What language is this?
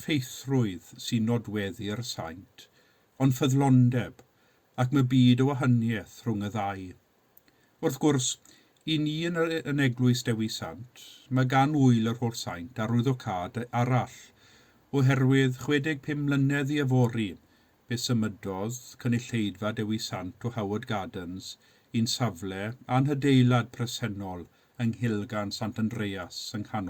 Welsh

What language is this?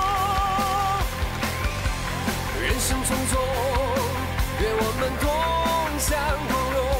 Chinese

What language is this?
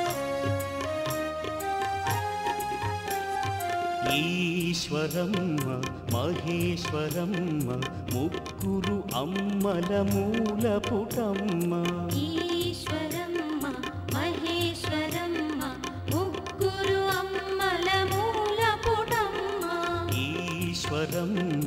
Telugu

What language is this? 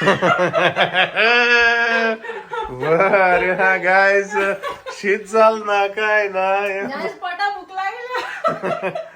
Konkani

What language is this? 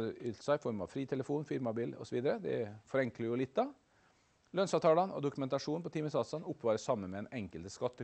Norwegian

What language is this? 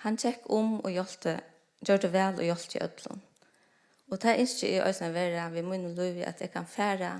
Faroese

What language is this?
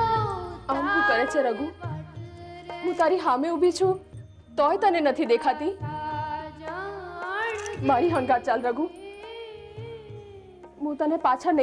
Gujarati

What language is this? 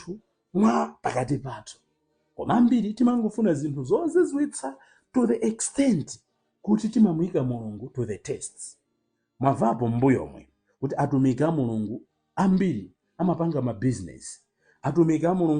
Nyanja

